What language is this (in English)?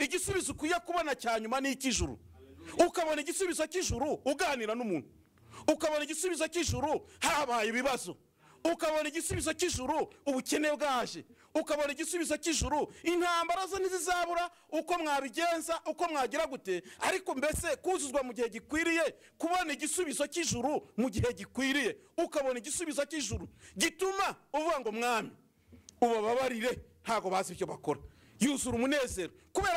Kinyarwanda